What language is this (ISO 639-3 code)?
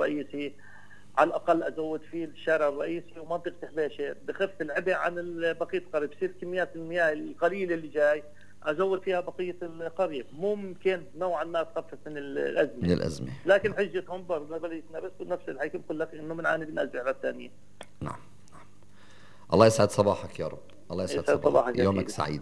apc